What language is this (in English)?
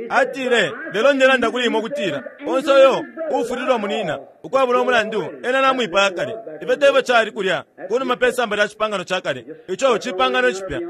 Bemba